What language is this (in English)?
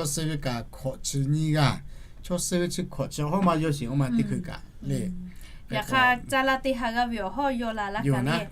Lahu